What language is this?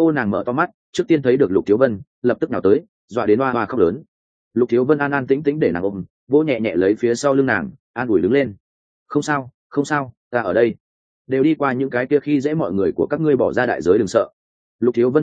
Vietnamese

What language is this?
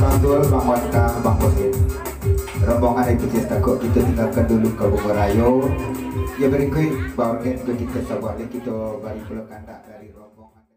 Minangkabau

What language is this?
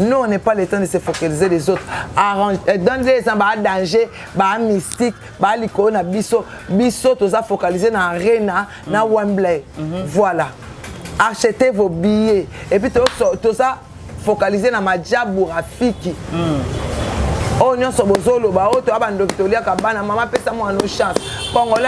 Lingala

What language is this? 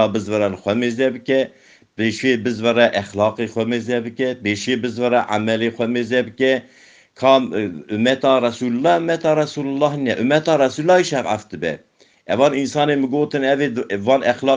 Kurdish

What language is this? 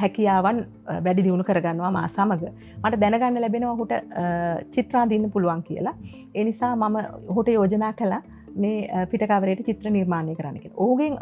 Sinhala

